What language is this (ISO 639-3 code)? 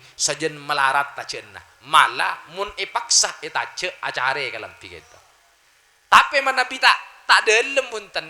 mad